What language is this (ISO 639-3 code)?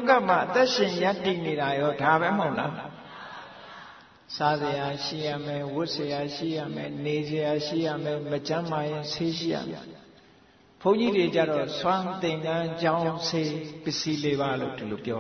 mya